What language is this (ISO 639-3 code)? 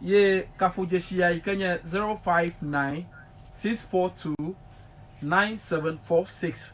ewe